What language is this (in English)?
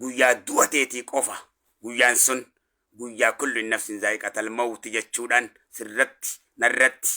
Oromo